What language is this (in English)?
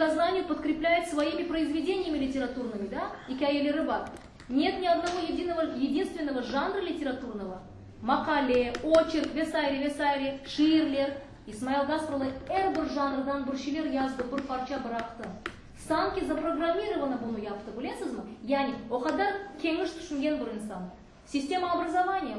Crimean Tatar